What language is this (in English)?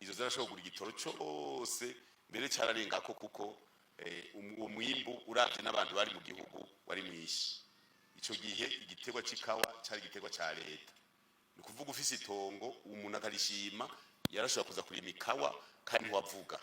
Rundi